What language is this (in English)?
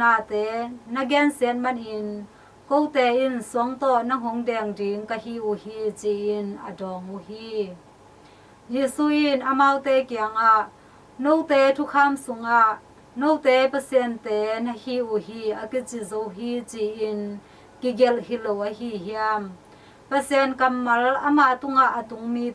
Tedim Chin